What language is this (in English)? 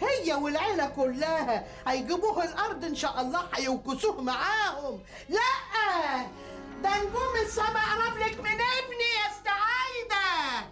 Egyptian Arabic